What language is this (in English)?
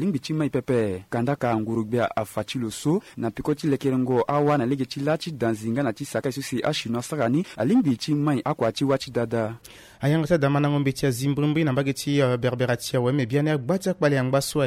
Sango